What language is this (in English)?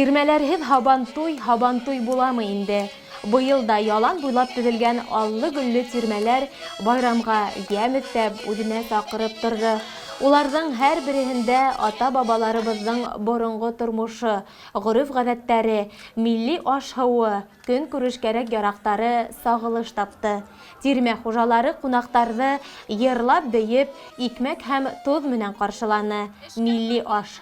Bashkir